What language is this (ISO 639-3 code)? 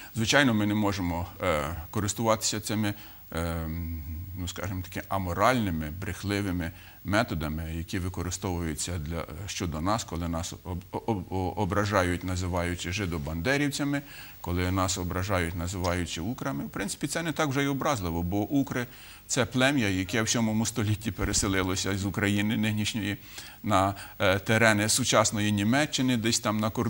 ukr